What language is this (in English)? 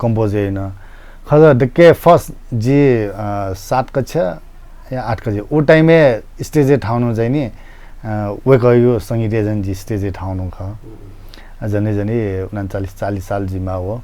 Newari